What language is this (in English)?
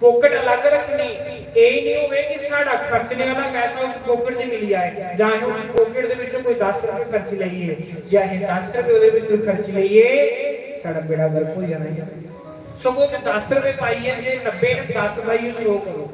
Dogri